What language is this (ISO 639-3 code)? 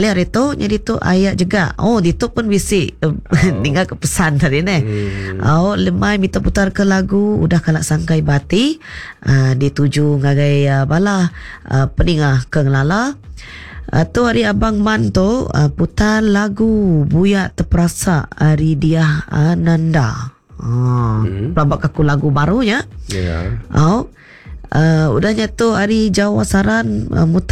iba